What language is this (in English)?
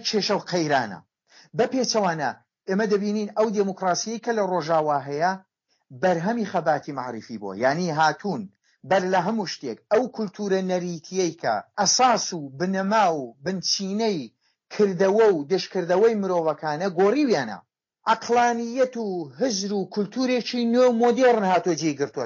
Central Kurdish